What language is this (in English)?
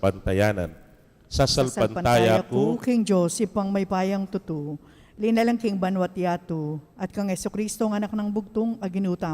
Pampanga